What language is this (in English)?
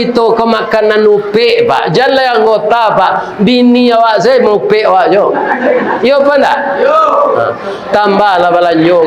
Minangkabau